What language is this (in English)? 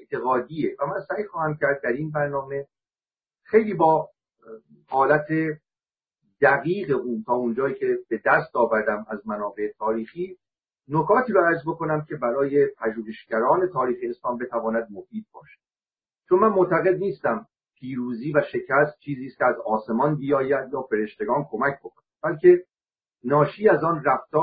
Persian